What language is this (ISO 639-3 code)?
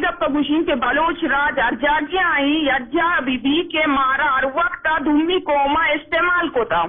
bgp